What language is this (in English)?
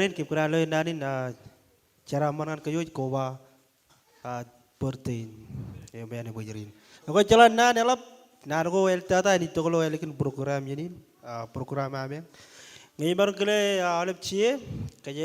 Marshallese